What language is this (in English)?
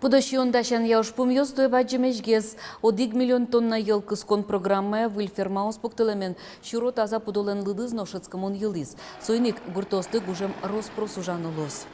Udmurt